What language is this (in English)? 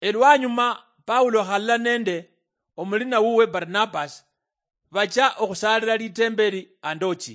Luyia